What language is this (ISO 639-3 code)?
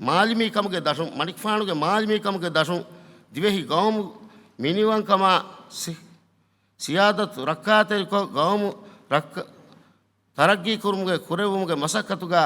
div